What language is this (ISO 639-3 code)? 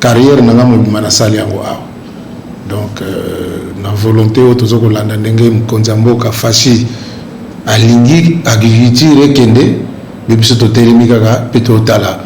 lin